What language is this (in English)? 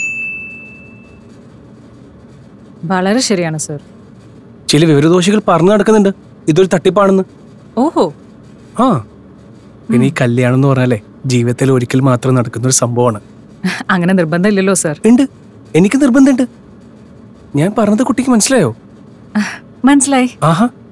Malayalam